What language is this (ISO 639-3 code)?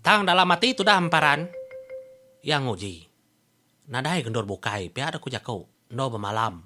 iba